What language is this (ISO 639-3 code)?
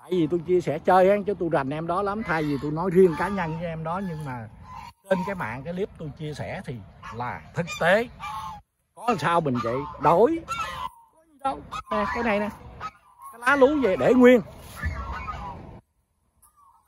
vie